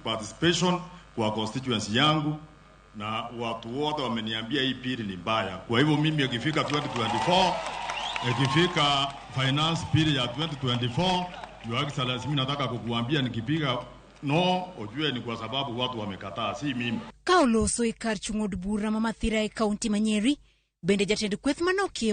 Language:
Luo (Kenya and Tanzania)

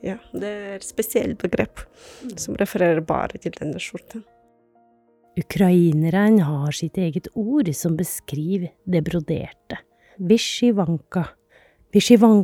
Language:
Norwegian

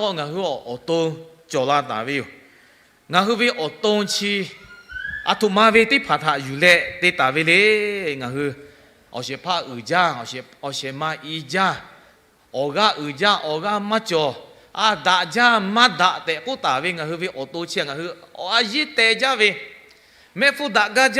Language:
Lahu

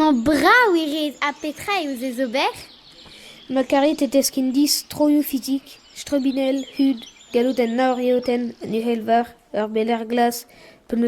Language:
Breton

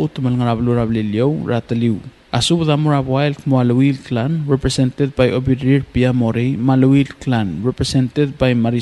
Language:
Palauan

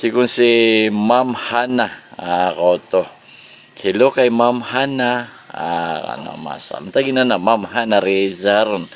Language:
Maranao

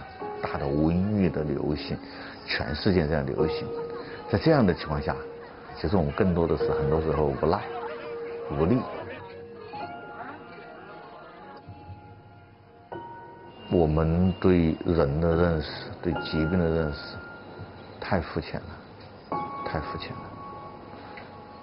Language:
Chinese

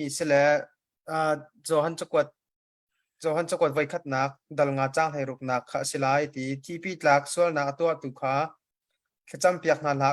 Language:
Hakha Chin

